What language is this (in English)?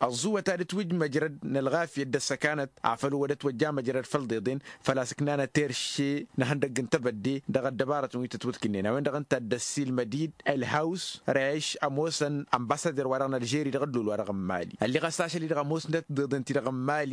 Tamasheq